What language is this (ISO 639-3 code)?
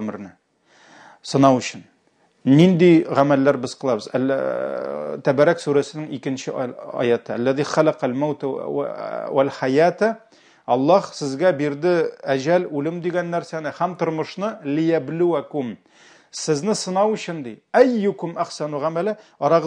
tat